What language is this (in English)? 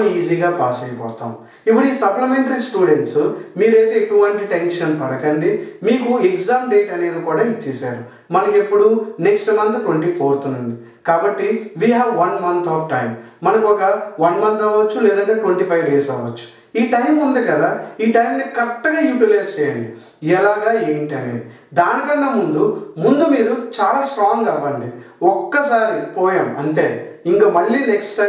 Telugu